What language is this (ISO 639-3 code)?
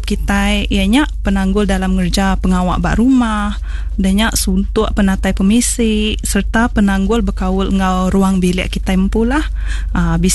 iba